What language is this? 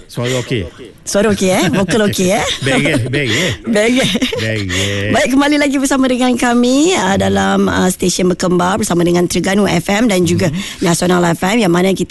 Malay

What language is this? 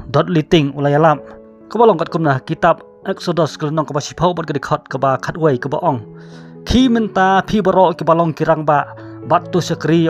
Khasi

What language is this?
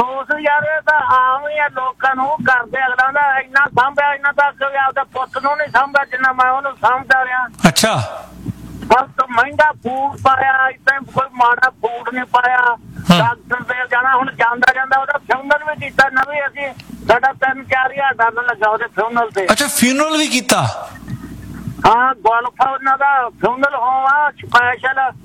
Punjabi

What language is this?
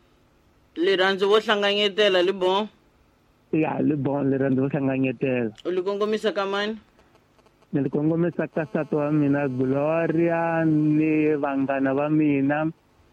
Tsonga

